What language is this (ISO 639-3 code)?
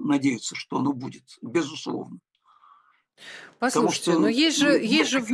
rus